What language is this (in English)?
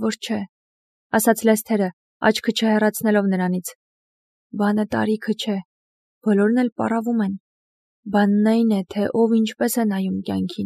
Armenian